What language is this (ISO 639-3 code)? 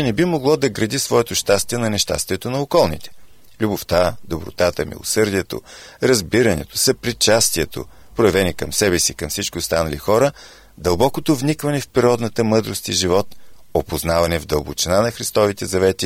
bul